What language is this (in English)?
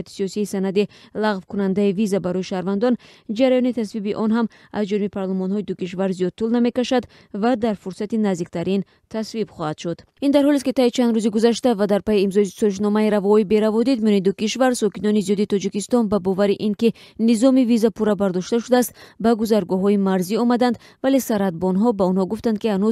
Tajik